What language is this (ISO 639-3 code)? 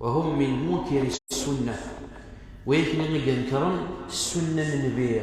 kab